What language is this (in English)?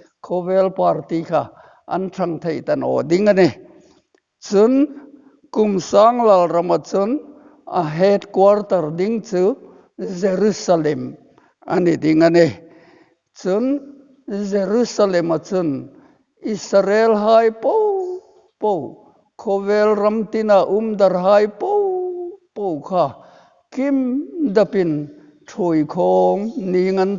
Hmar